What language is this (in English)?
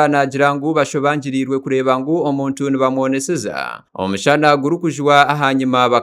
Nyankole